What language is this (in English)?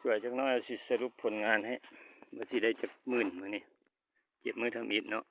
Lao